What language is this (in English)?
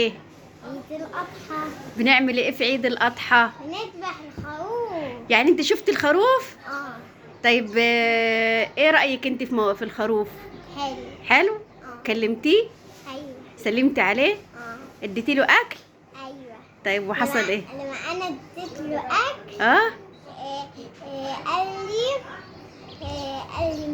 Egyptian Arabic